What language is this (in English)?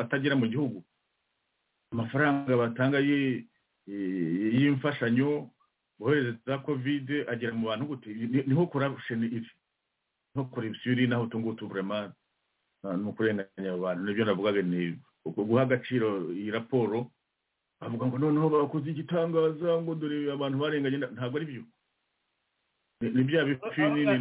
Kinyarwanda